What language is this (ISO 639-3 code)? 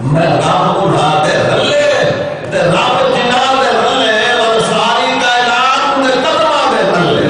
skr